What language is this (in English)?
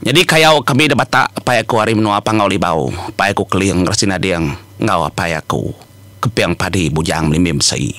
Iban